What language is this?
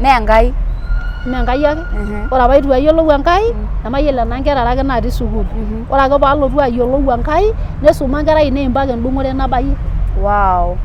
Masai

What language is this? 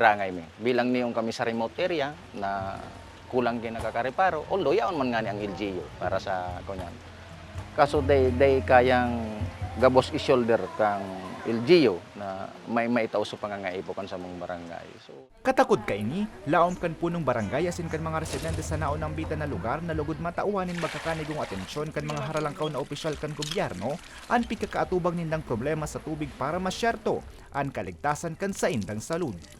Bikol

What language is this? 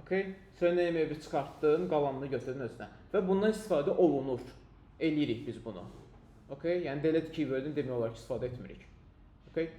Azerbaijani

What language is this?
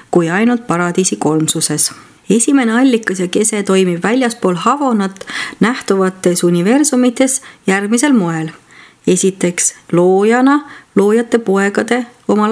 Estonian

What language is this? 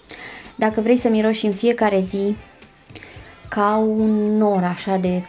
Romanian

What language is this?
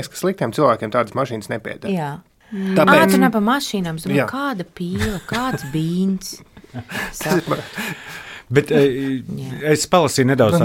Latvian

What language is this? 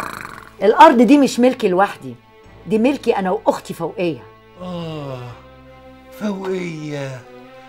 Egyptian Arabic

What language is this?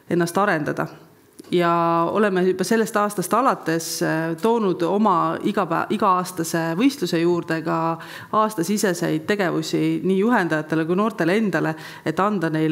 Estonian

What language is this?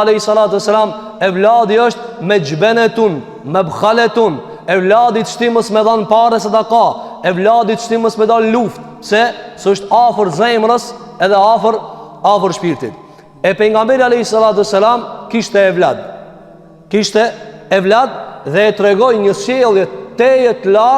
Albanian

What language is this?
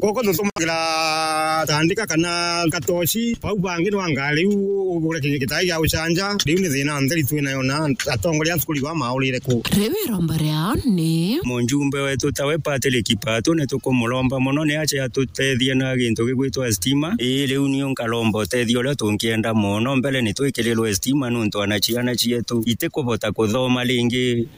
Meru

